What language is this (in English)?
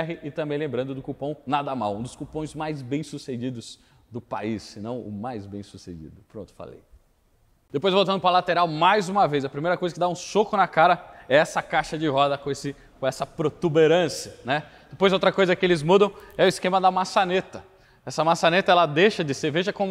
Portuguese